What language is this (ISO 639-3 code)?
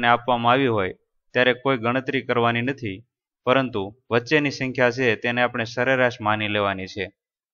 guj